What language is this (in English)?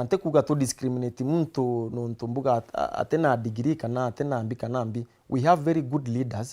Meru